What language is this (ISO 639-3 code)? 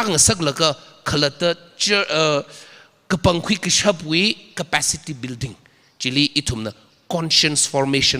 nmf